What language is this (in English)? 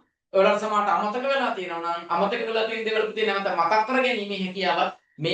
Sinhala